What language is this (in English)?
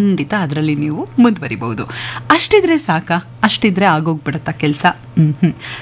Kannada